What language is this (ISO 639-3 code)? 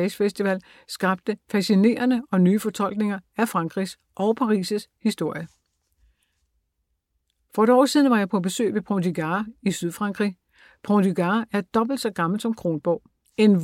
dan